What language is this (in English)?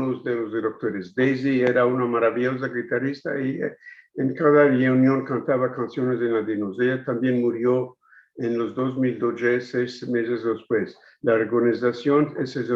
Ladino